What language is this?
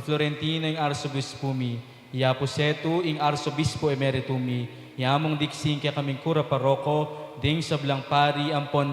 Pampanga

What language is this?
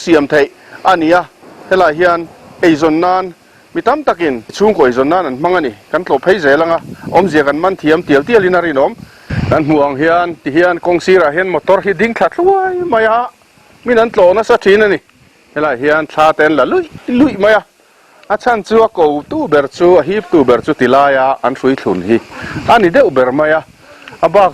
Mizo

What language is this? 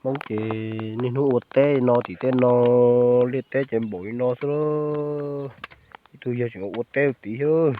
Hmong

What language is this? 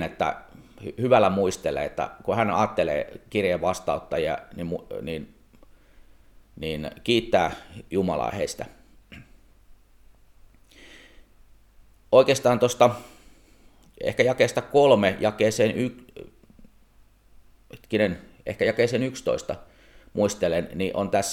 Finnish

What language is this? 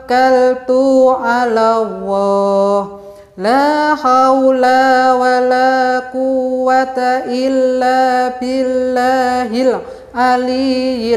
Indonesian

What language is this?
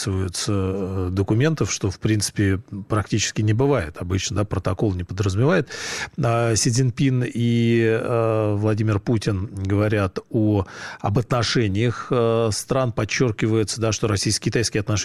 Russian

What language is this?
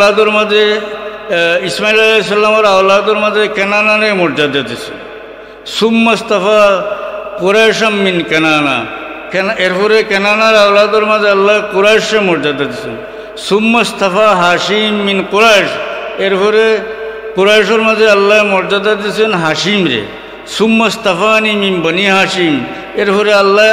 Sylheti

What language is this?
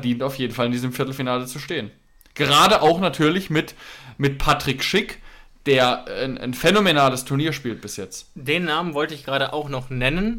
German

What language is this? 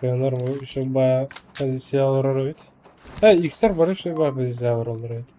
Yakut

